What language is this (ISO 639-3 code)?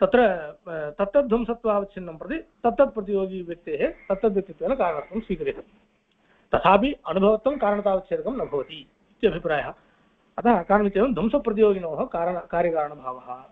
san